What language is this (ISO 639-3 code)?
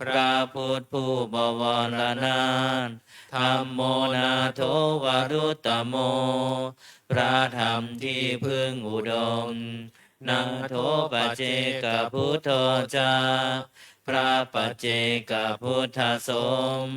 pli